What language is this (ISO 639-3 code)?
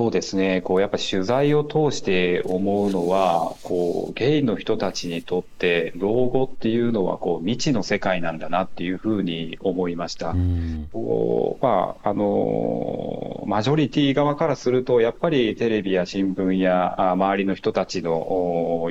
jpn